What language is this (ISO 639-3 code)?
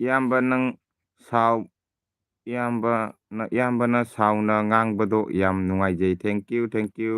mni